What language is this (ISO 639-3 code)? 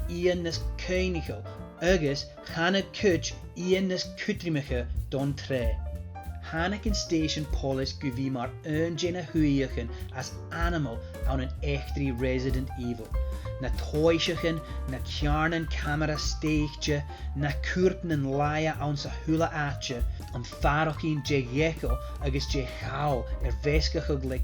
gla